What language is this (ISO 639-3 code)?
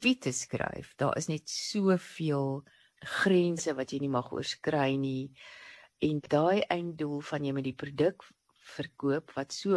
afr